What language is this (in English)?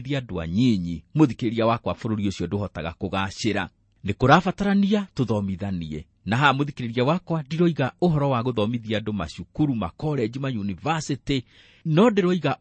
Kikuyu